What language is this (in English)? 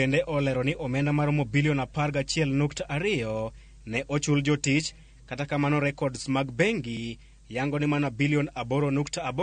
Luo (Kenya and Tanzania)